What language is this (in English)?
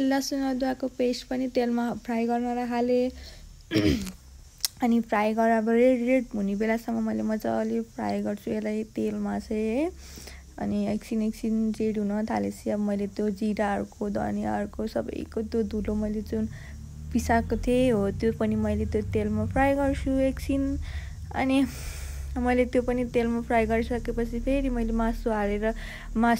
Nepali